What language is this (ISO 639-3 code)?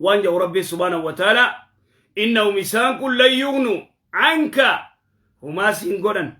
orm